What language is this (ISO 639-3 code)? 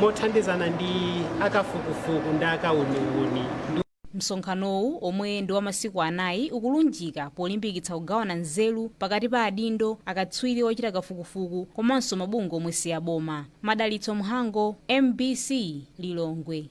nya